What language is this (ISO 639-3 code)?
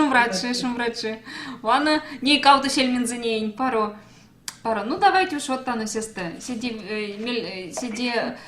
myv